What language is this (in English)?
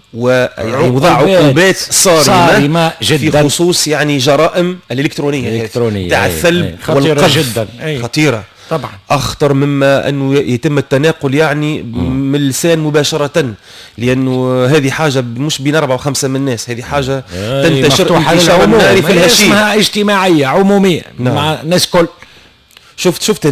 Tunisian Arabic